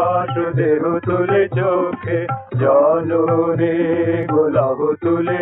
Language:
Bangla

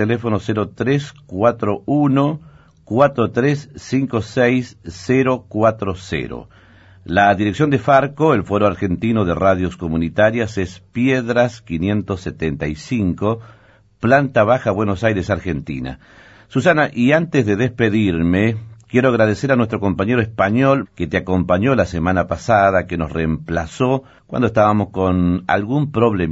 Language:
Spanish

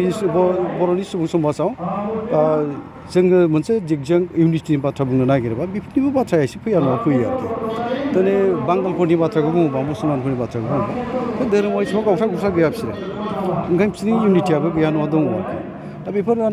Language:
Bodo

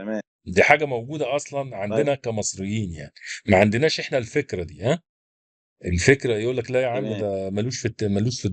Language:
Egyptian Arabic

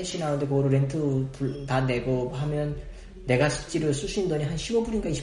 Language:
Korean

